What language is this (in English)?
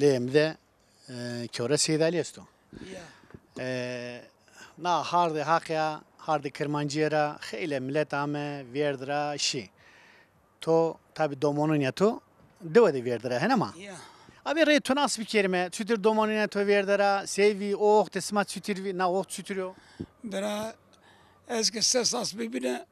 Zaza